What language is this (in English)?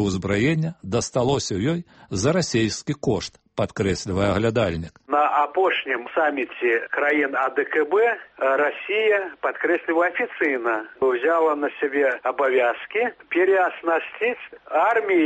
Belarusian